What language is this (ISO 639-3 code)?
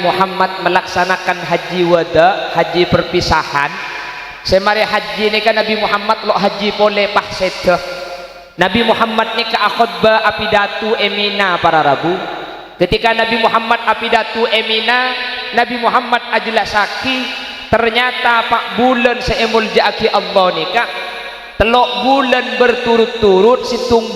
mad